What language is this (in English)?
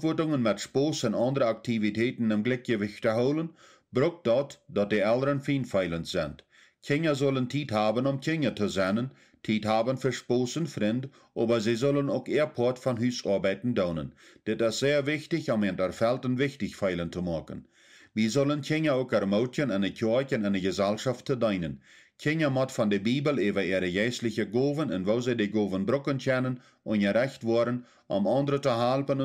Plautdietsch